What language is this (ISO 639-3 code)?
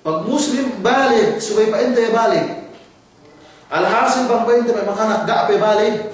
yka